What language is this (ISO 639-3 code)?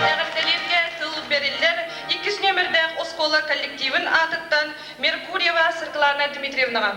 sah